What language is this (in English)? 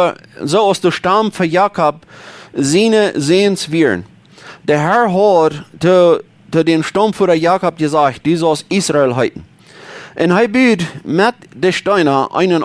Plautdietsch